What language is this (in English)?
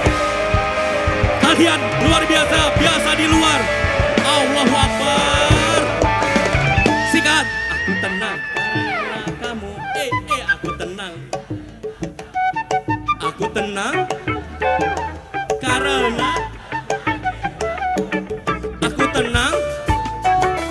Indonesian